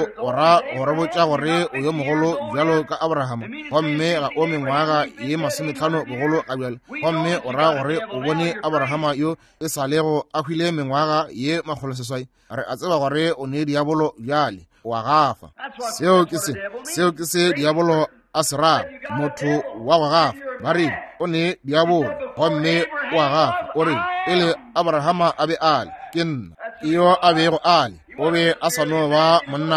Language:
Northern Sotho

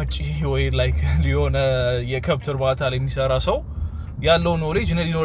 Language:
Amharic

